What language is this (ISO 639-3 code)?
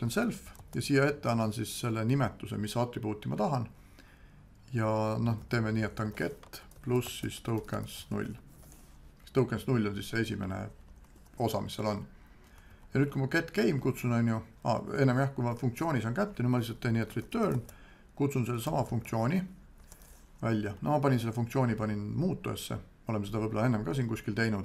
est